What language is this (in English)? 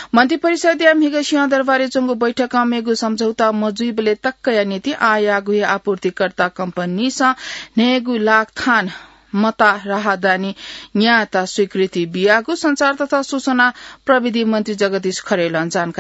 Newari